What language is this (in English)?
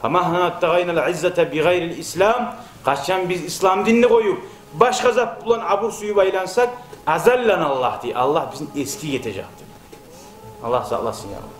Kumyk